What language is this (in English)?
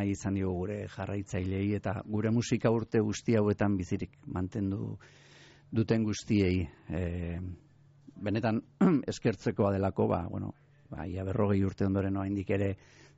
Basque